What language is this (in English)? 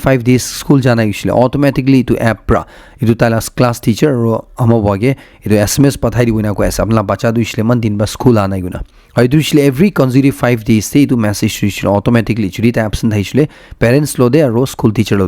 Naga Pidgin